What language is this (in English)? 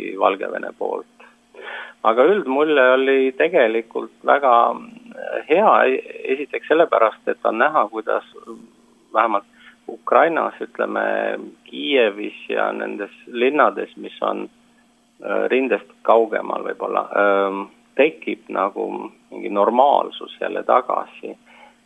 Estonian